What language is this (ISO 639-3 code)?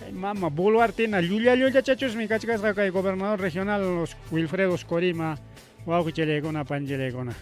quy